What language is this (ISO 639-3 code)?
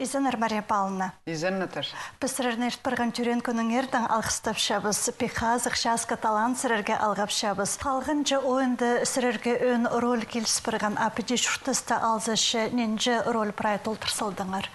kjh